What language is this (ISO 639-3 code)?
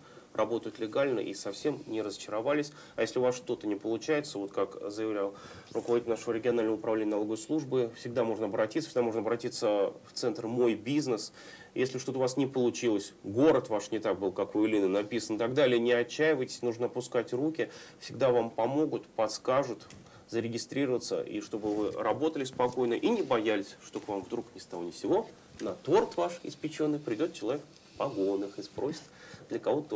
rus